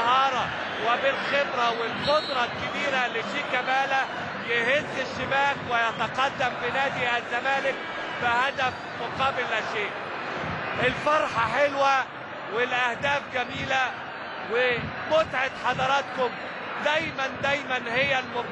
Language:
Egyptian Arabic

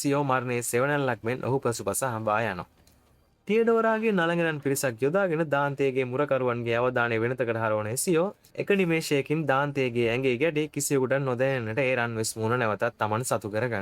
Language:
Sinhala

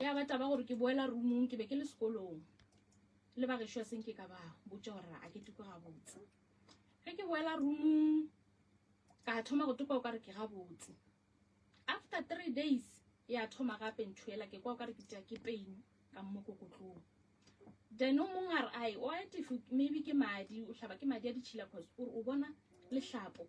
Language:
Northern Sotho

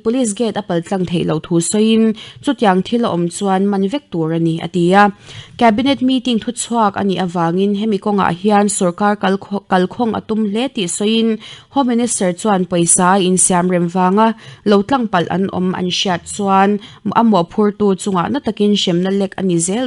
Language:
Mizo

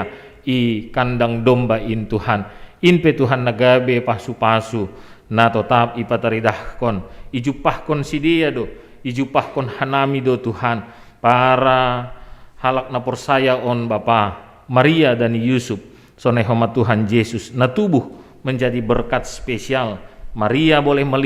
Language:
Batak Simalungun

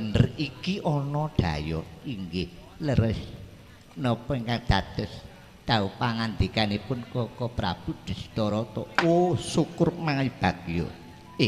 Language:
Javanese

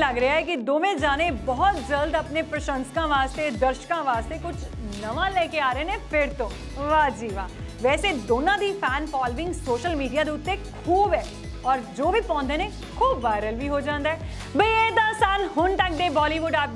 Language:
Punjabi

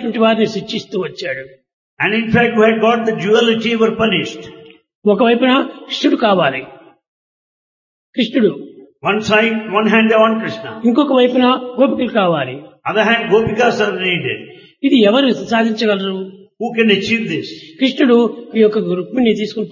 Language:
Telugu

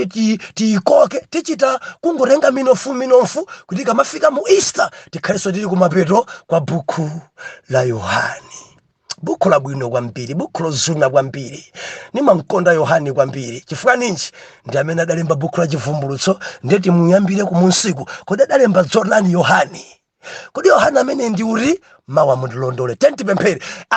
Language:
Nyanja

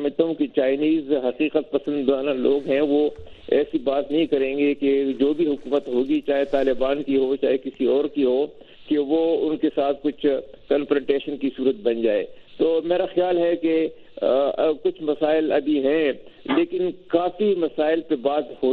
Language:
Urdu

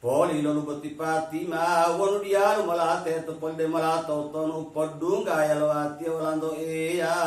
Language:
Gorontalo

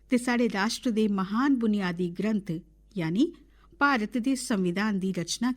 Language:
Dogri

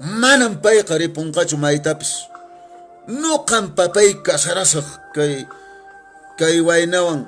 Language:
Quechua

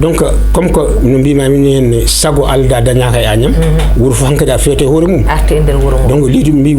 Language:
Fula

